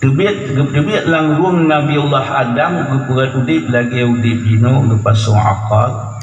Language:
Achinese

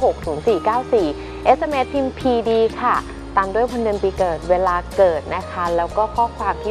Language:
Thai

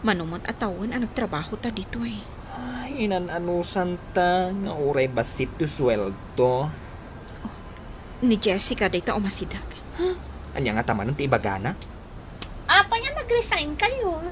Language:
Iloko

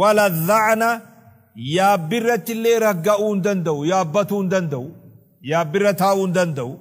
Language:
Oromo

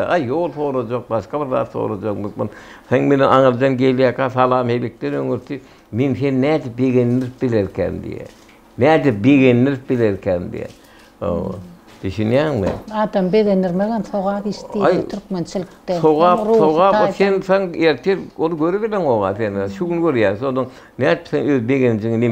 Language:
Turkmen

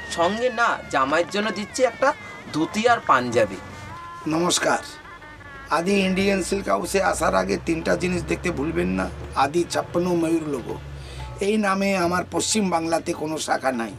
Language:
Bangla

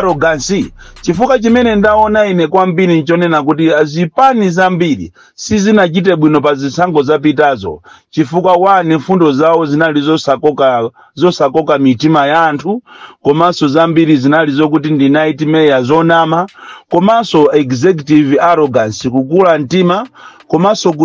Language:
Nyanja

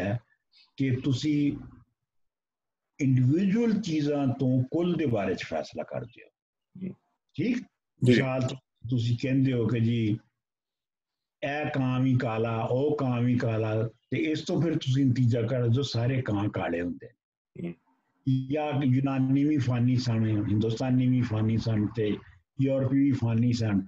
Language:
Punjabi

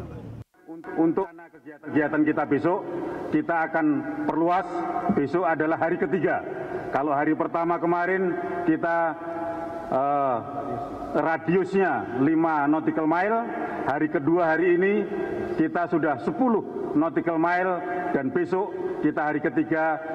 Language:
Indonesian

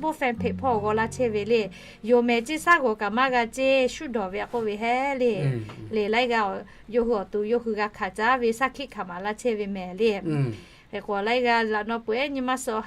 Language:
Lahu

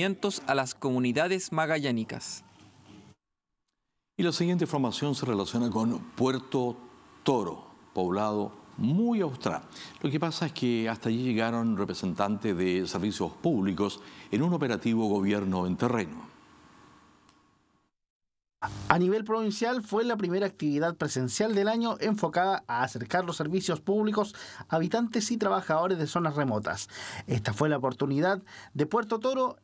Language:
Spanish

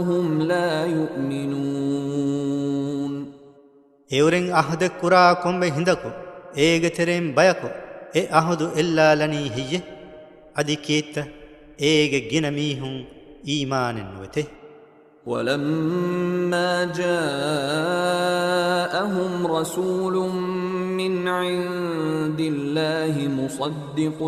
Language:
Divehi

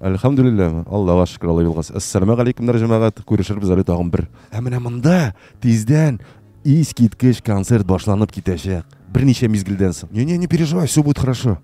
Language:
Tatar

